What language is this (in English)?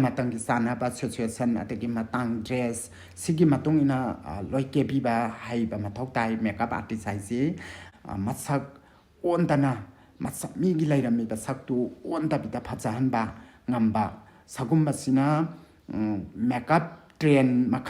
Manipuri